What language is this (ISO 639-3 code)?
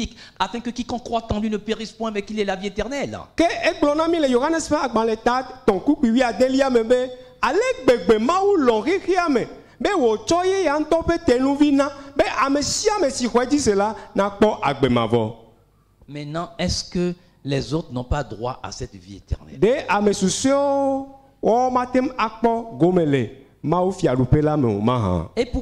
ewe